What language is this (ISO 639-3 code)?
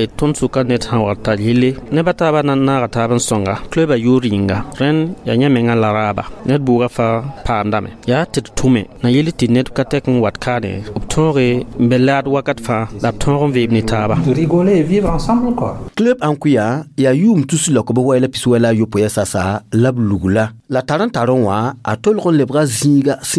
mos